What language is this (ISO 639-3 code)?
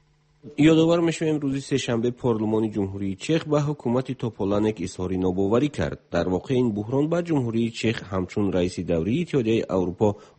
fas